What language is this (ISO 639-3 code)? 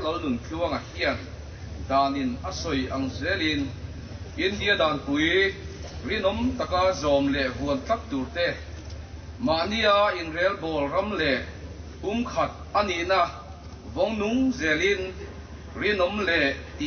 lus